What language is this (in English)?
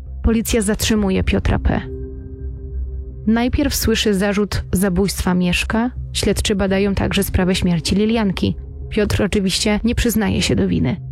Polish